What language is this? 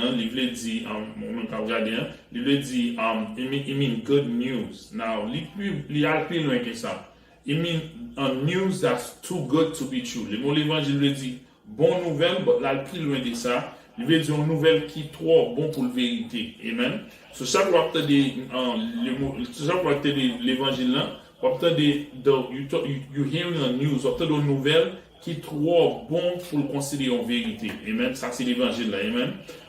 Haitian Creole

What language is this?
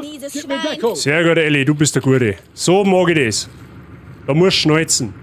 Bavarian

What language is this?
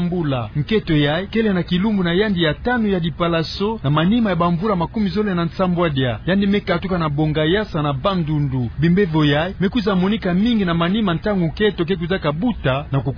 Kituba (Democratic Republic of Congo)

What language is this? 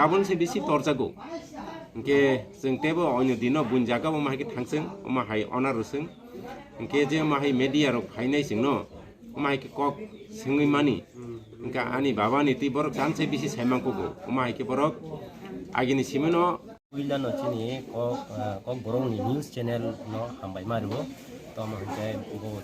Kok Borok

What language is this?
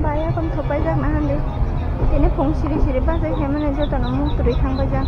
Kok Borok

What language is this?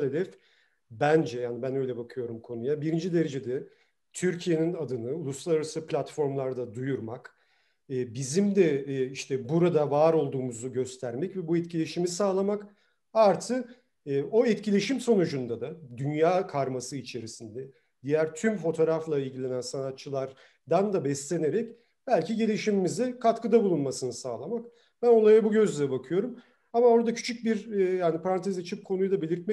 Turkish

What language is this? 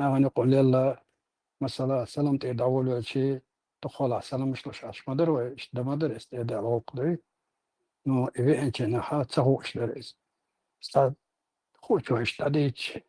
Chechen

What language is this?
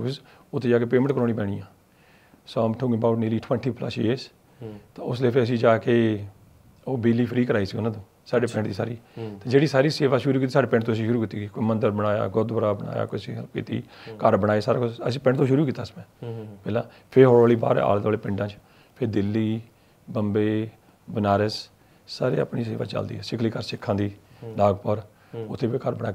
Punjabi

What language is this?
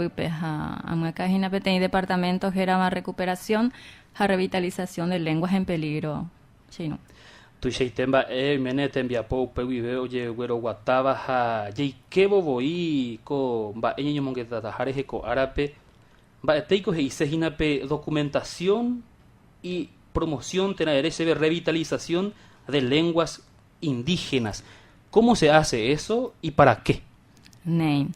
Guarani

